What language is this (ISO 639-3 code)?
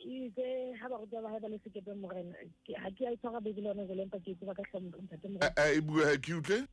sot